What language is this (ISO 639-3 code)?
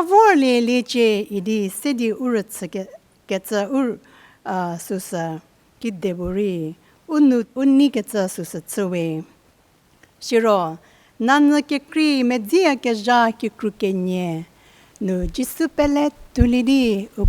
njm